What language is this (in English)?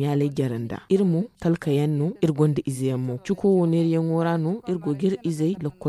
Zarma